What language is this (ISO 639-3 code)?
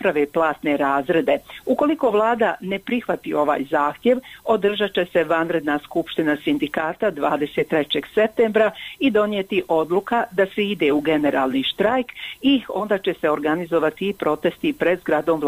bos